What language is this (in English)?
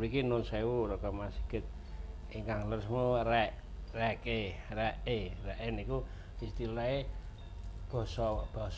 Javanese